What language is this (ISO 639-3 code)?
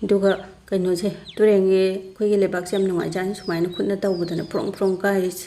mni